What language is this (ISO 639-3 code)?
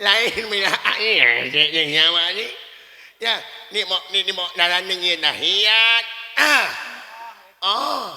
sun